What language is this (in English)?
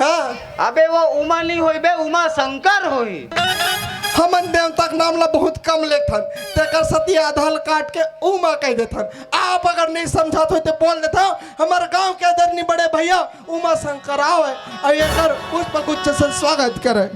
Chhattisgarhi